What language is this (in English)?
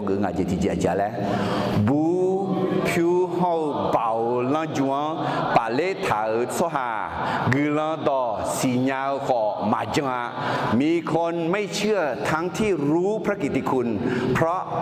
Akha